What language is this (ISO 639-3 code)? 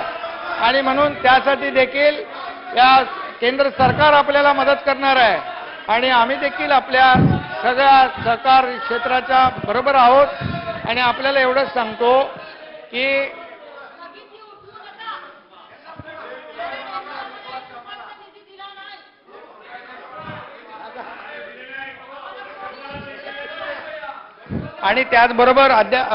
mar